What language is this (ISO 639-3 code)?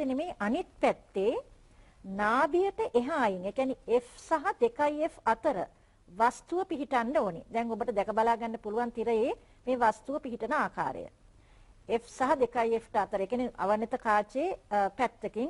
sin